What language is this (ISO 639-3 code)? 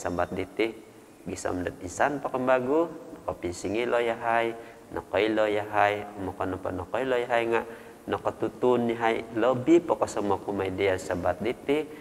dtp